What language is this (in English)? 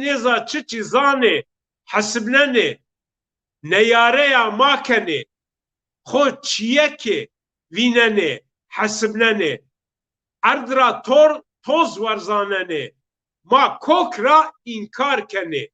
Zaza